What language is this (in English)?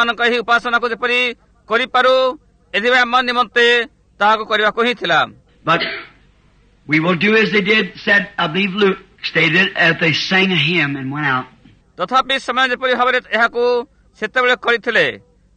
Odia